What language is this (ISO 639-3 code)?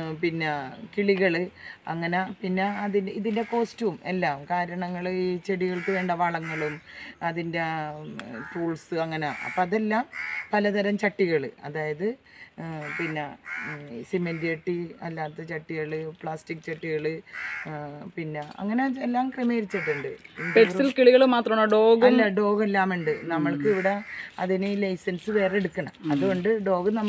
mal